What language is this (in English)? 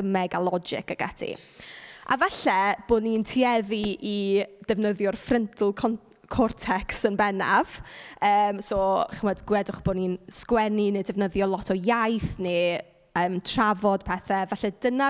Welsh